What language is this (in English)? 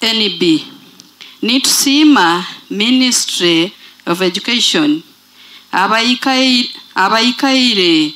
Nyoro